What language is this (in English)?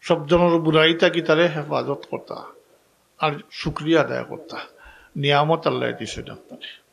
Sylheti